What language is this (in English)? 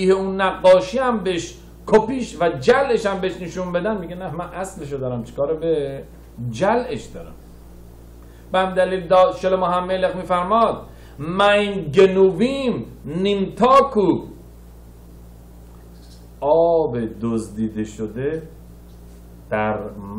Persian